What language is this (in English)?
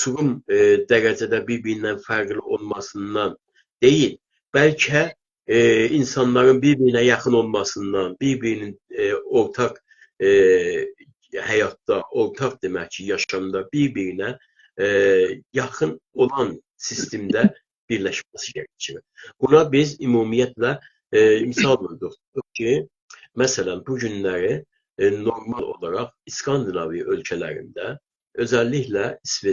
South Azerbaijani